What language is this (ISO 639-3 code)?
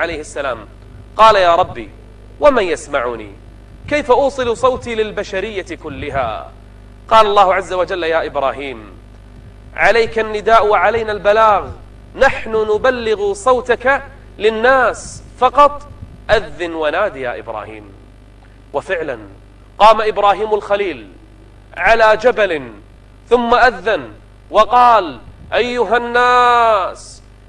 ara